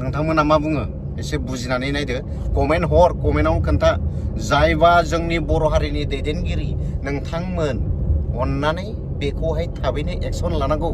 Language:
Bodo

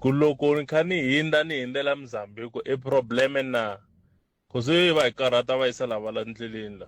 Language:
Tsonga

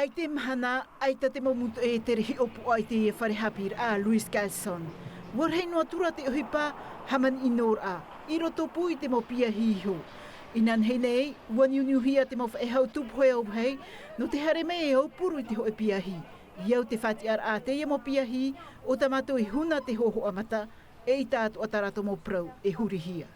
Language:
Tahitian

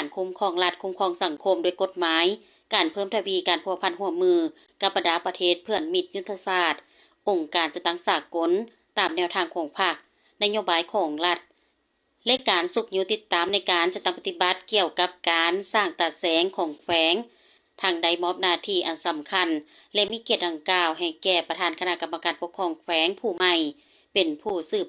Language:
Lao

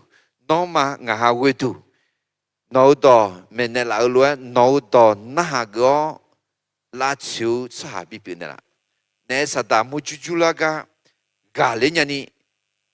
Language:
Akha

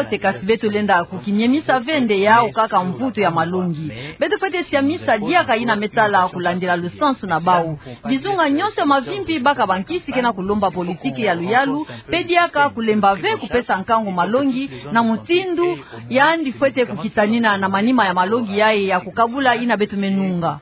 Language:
Kituba (Democratic Republic of Congo)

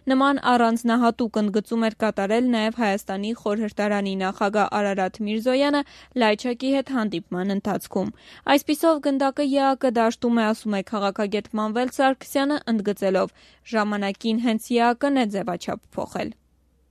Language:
Armenian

